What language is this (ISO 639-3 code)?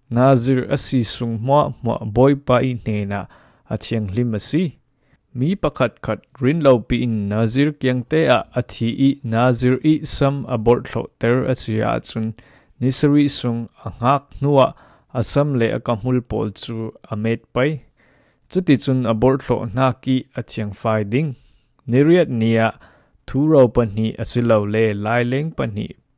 cfm